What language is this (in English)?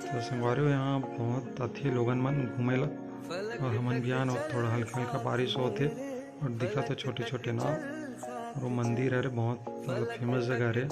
Chhattisgarhi